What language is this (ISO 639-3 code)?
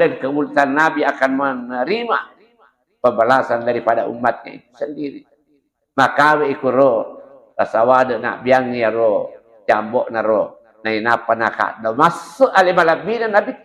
bug